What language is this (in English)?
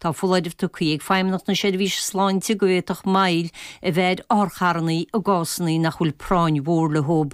Irish